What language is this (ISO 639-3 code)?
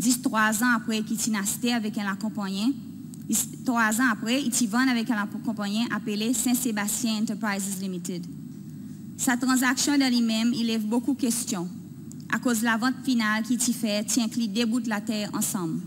crs